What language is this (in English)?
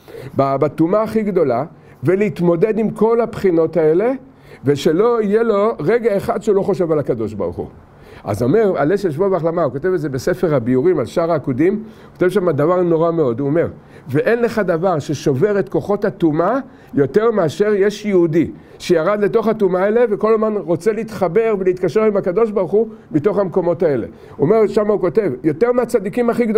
Hebrew